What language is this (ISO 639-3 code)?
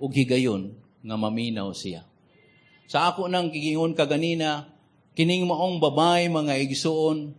ceb